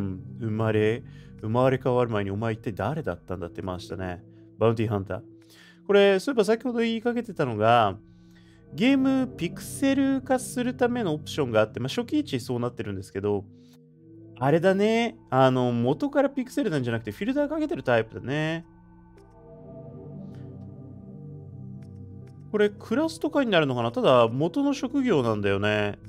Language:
Japanese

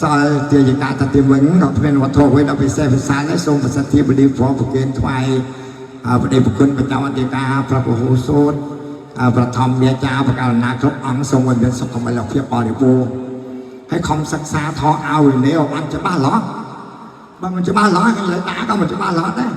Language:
Khmer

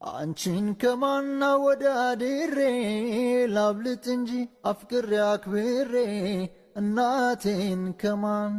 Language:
Amharic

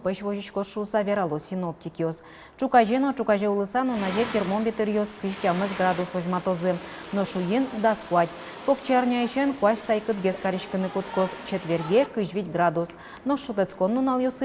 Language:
Udmurt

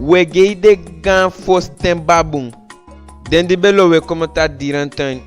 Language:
Eastern Maroon Creole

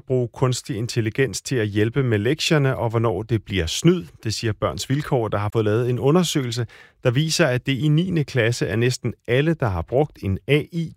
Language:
Danish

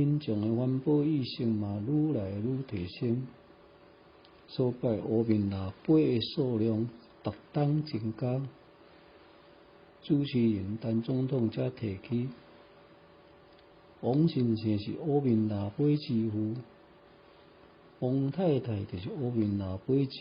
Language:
Min Nan Chinese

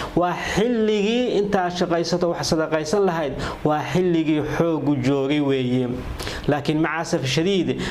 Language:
Somali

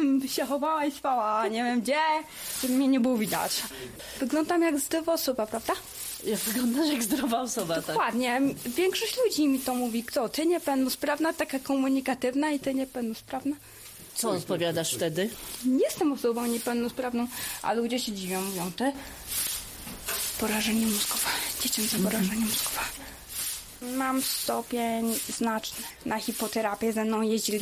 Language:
Polish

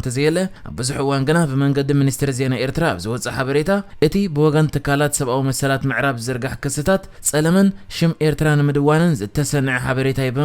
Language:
Tigrinya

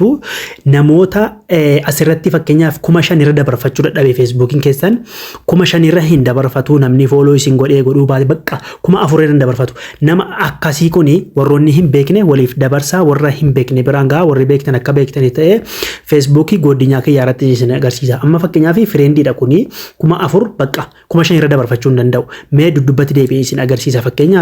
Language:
Oromo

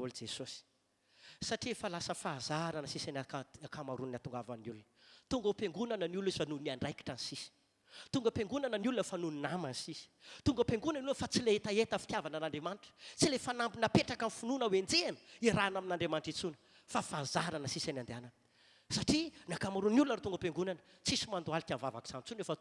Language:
Malagasy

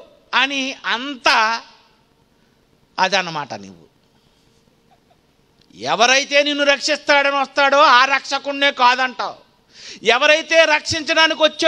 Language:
Telugu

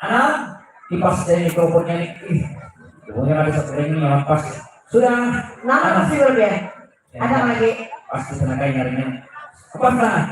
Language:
Banjar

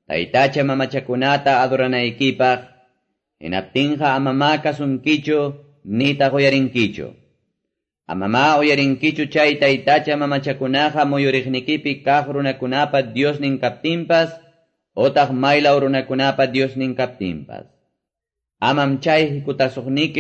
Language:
Quechua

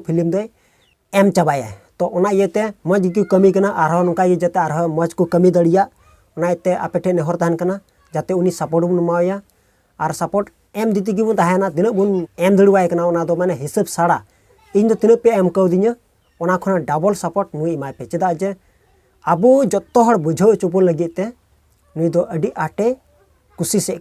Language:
Santali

